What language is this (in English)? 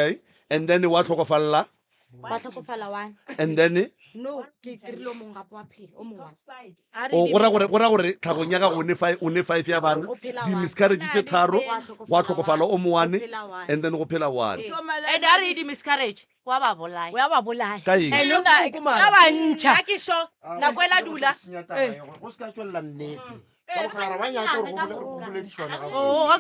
Northern Sotho